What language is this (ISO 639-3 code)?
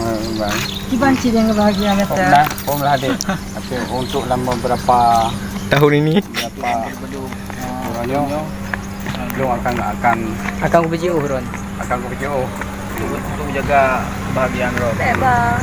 ace